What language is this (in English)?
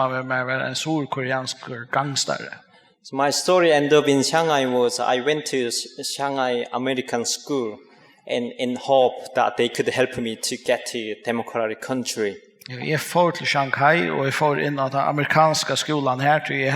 Faroese